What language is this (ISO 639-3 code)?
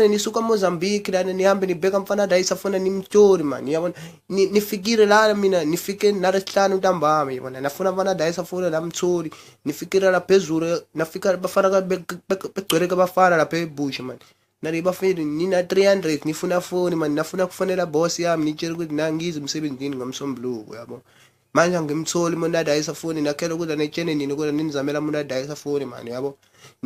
zul